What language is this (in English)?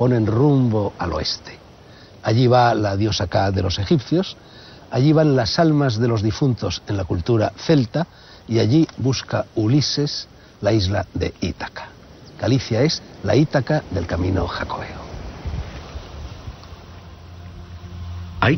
Spanish